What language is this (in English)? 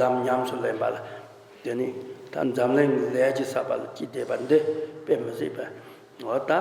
Tibetan